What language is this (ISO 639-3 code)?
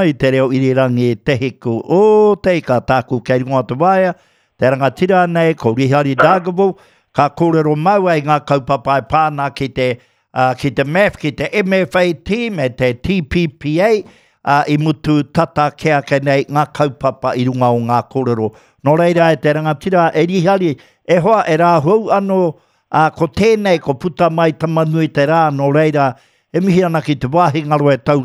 mri